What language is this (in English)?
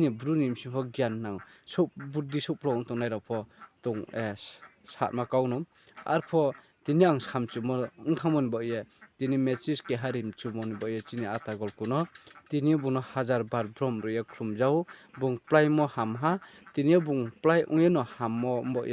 Riang (India)